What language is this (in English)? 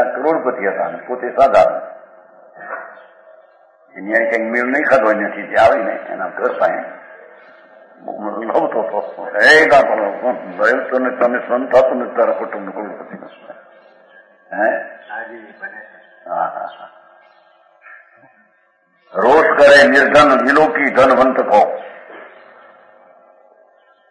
Gujarati